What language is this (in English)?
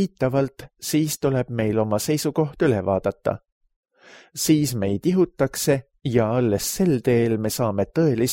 Estonian